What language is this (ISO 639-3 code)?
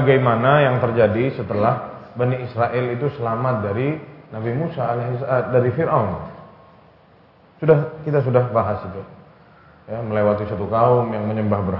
ind